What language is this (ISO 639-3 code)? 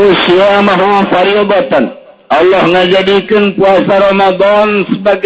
sun